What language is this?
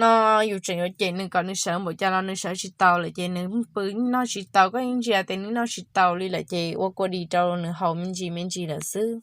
Hmong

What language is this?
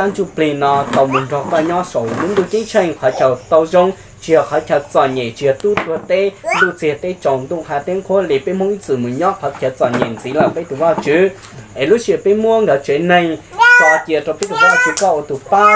Hmong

